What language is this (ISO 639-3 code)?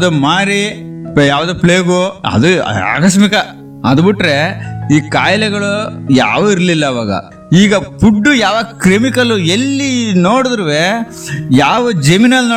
kan